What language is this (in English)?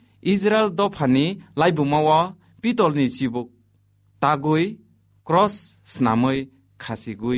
Kok Borok